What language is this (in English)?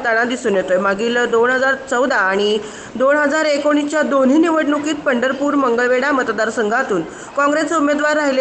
Marathi